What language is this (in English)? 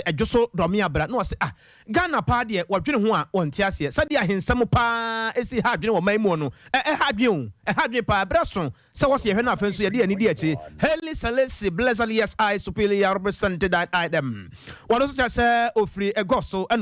Akan